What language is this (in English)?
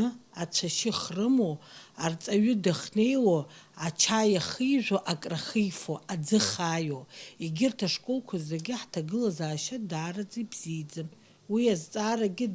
Abkhazian